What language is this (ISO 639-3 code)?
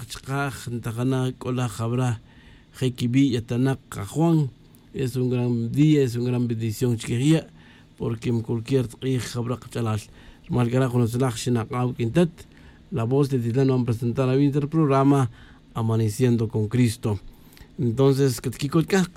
tzj